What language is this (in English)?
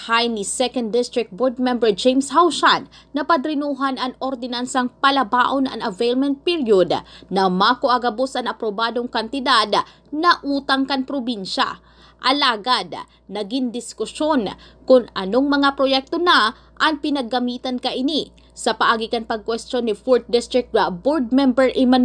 Bikol